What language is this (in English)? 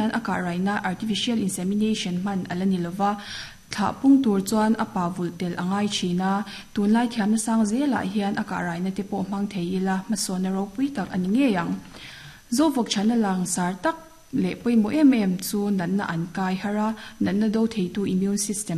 Mizo